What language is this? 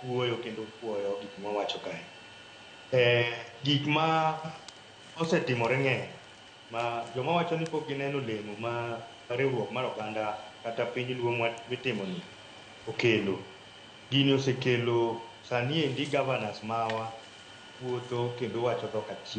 Luo (Kenya and Tanzania)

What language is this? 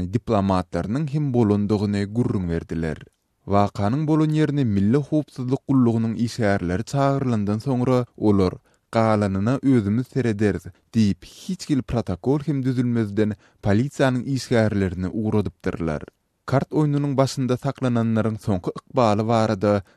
Turkmen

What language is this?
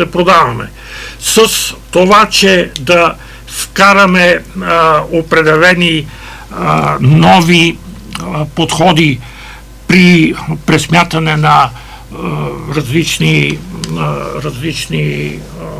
Bulgarian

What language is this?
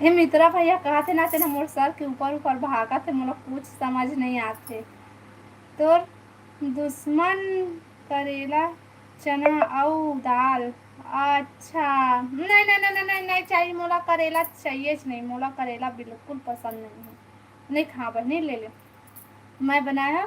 Chhattisgarhi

